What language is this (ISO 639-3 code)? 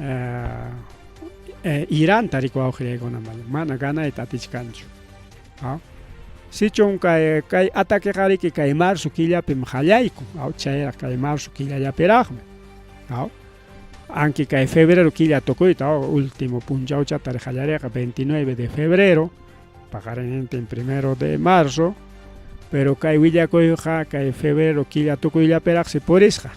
quy